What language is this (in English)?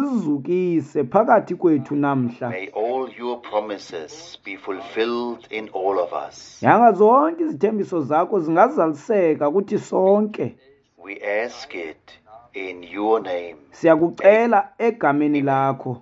Xhosa